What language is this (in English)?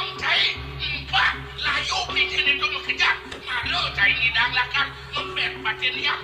Balinese